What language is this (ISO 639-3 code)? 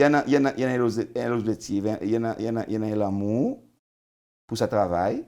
crs